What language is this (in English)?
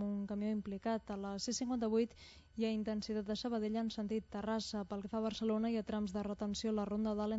Catalan